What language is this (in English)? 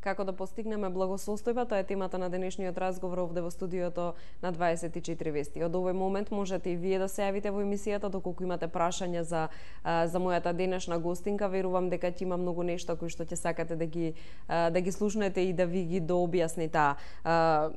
Macedonian